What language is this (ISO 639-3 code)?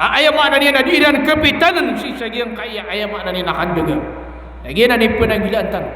mrw